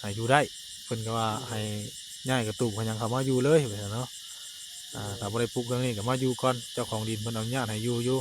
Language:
Northeastern Thai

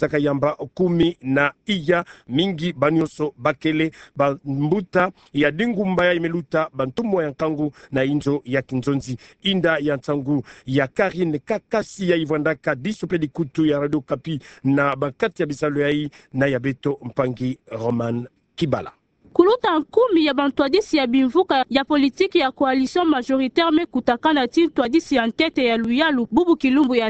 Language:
Kituba (Democratic Republic of Congo)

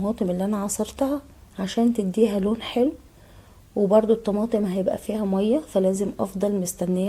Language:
Egyptian Arabic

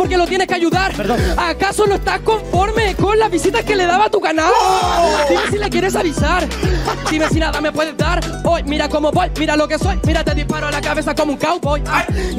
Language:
Spanish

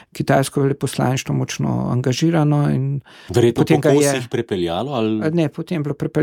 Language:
Slovenian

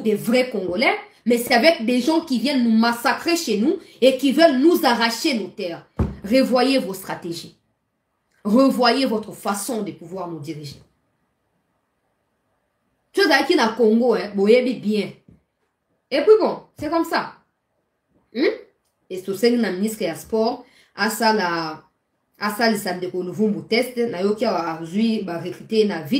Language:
French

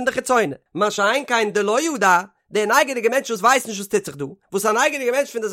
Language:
Yiddish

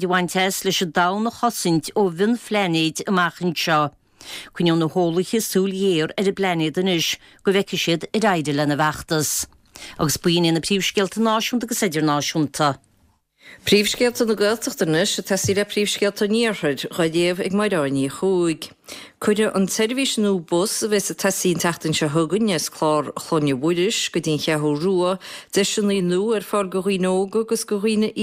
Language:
Irish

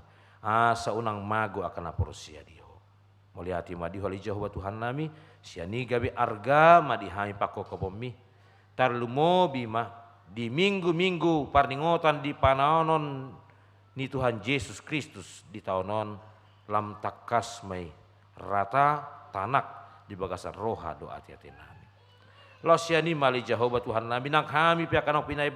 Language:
Batak Toba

